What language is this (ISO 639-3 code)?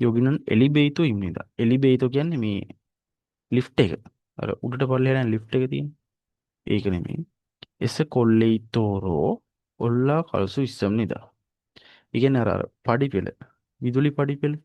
sin